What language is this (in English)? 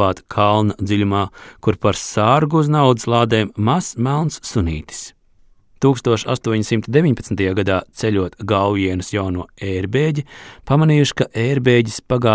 Latvian